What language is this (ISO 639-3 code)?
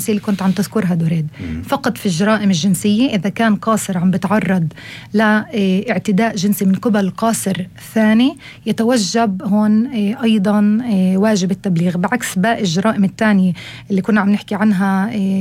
apc